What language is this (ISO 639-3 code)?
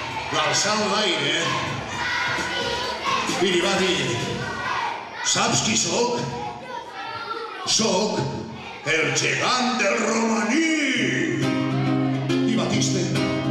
cat